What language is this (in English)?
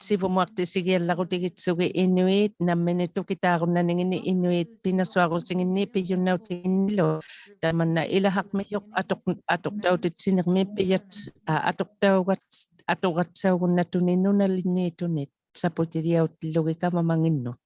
Inuktitut